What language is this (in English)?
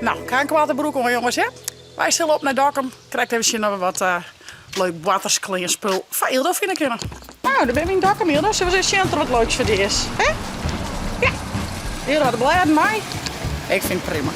Western Frisian